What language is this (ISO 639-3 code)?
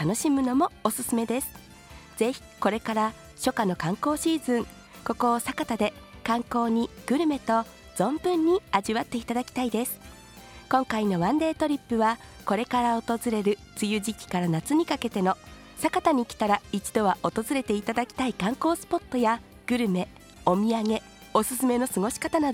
jpn